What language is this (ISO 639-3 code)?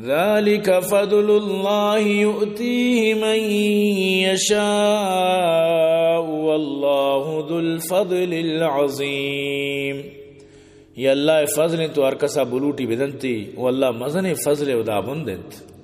bgp